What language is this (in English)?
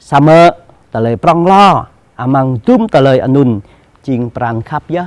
Jarai